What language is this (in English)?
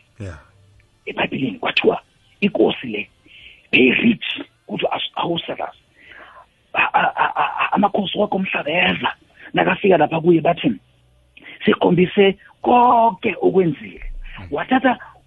South Ndebele